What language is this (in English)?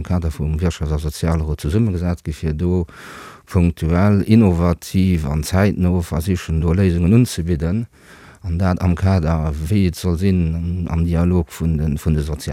Luxembourgish